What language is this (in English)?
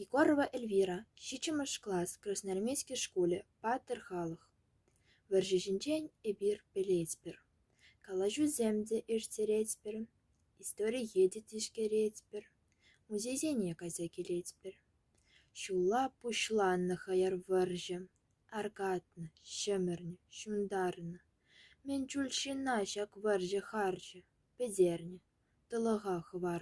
Chuvash